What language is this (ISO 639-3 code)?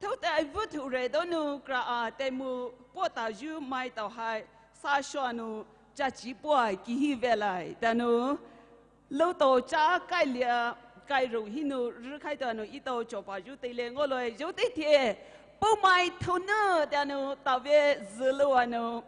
pmx